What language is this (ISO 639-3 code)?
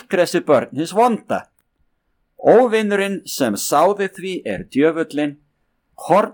isl